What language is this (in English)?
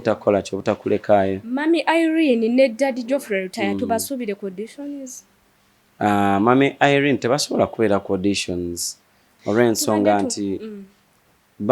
Ganda